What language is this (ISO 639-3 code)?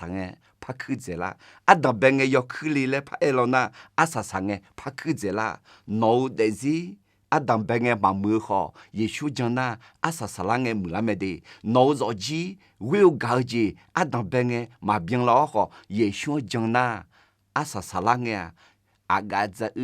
ahk